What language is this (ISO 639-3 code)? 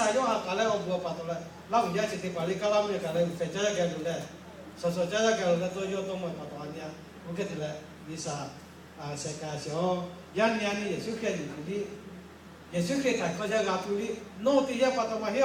lhu